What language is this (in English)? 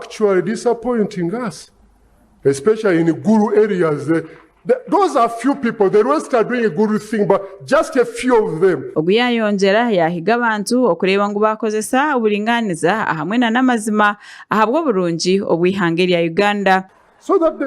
Nyankole